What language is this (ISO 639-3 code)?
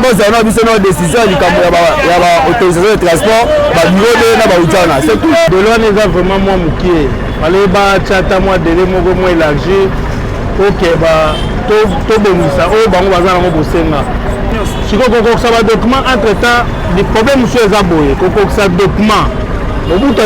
lin